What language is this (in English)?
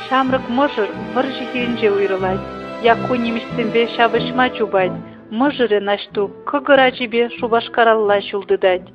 Chuvash